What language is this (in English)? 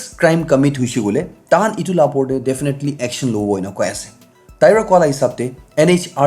Naga Pidgin